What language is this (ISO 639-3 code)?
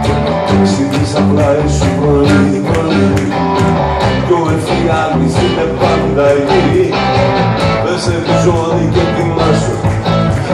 ell